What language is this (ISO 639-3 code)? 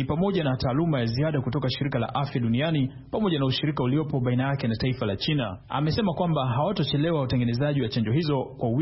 swa